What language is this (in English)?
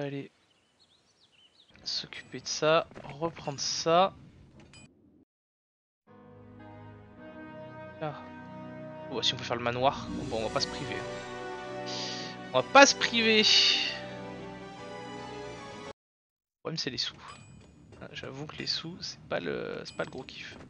French